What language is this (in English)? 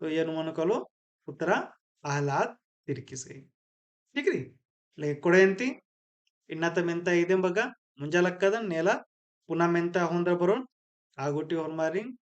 Kurukh